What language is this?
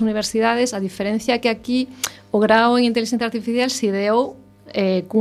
Galician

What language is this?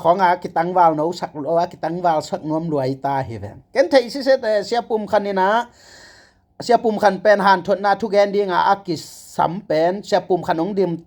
Tedim Chin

